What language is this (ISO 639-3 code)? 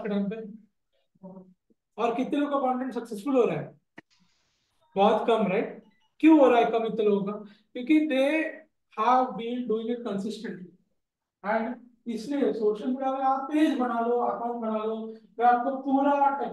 hin